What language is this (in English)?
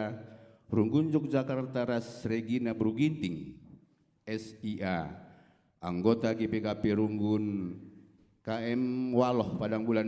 Batak Karo